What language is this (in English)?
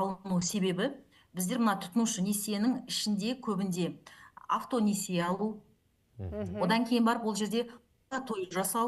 Kazakh